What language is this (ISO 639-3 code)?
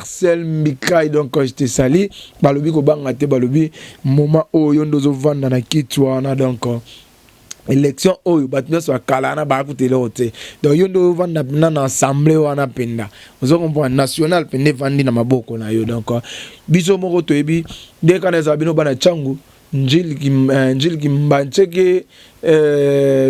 lin